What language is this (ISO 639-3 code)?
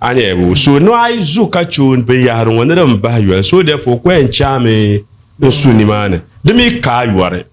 dag